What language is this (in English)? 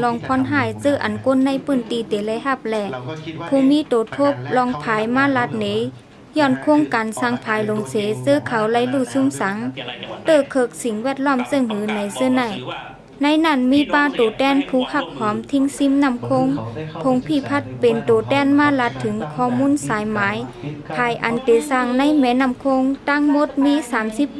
Shan